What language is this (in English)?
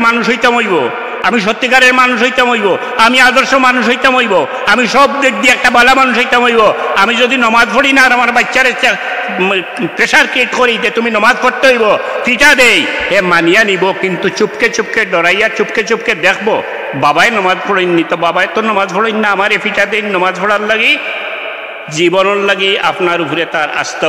Sylheti